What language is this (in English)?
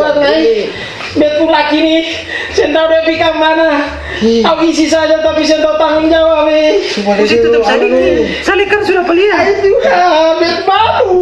Ambonese Malay